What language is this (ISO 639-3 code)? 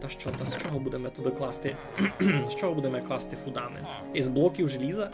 rue